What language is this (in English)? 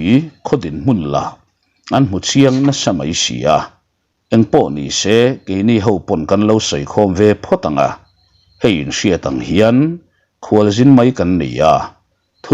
Mizo